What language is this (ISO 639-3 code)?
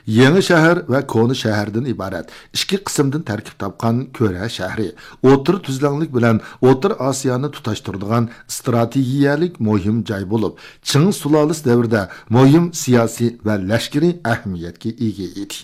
uig